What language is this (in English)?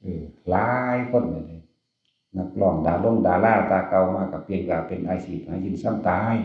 Northeastern Thai